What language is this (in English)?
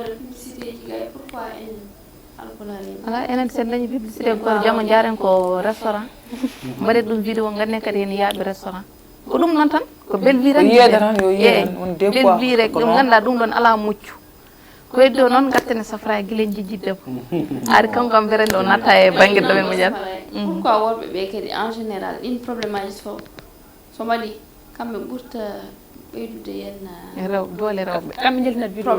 Fula